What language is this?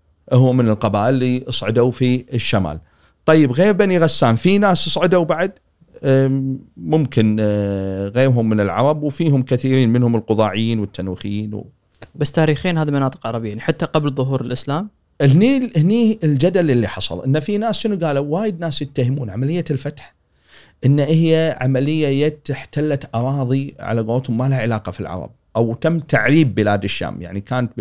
Gulf Arabic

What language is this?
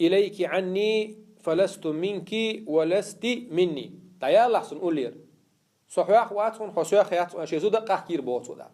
Chechen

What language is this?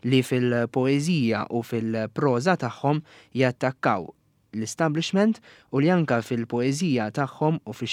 Maltese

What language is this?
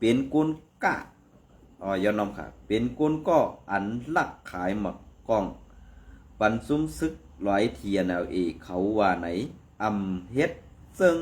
Shan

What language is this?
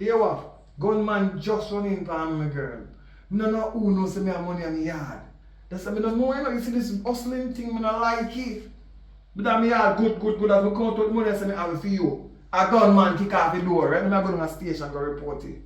Jamaican Creole English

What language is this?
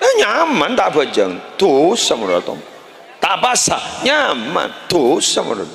Madurese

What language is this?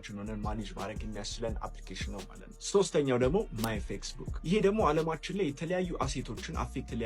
Amharic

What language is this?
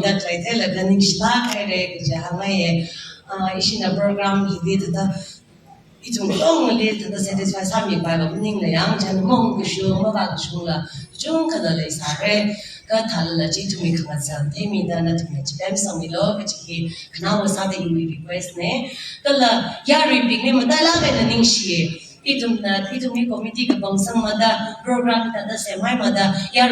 Tangkhul Naga (India)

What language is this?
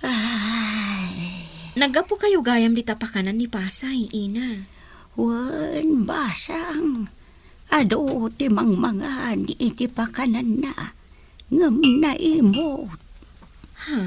Iloko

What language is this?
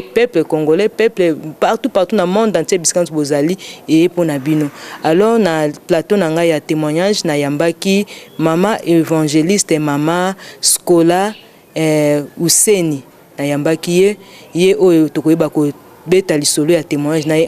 Lingala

